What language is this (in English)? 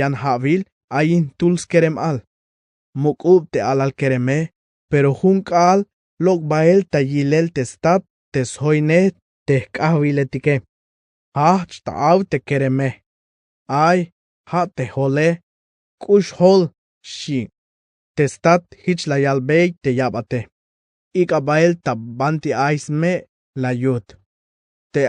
Tzeltal